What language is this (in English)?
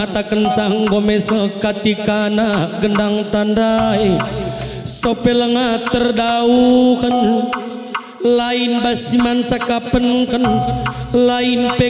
Batak Karo